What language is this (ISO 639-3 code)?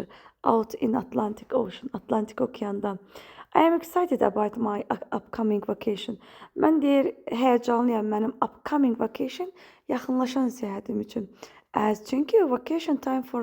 aze